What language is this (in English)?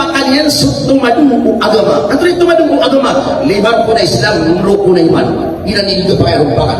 Maranao